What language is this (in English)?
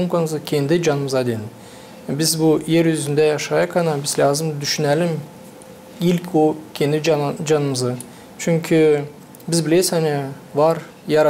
Gagauz